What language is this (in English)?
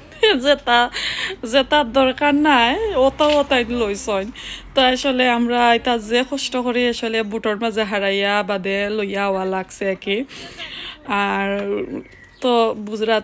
Sylheti